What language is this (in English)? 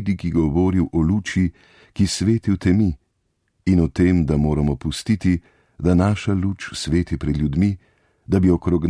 Slovenian